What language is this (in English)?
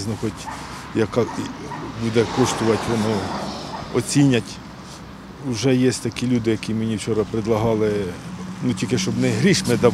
Ukrainian